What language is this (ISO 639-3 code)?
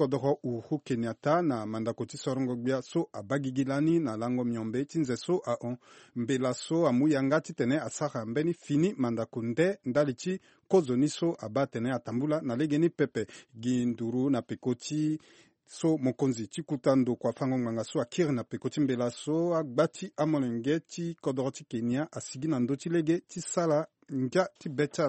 sag